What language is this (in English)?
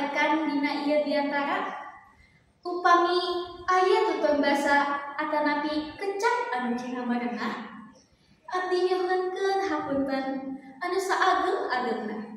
Sundanese